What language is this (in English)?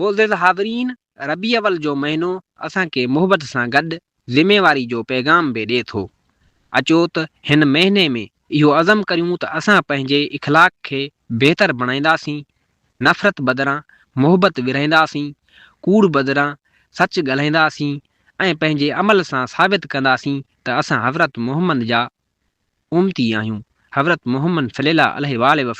Sindhi